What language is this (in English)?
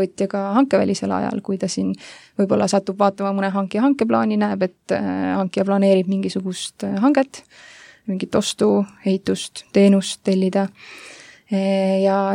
Estonian